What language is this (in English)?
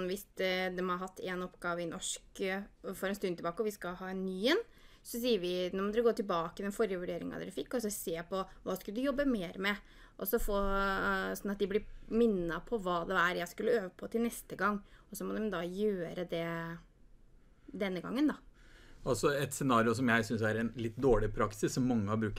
Norwegian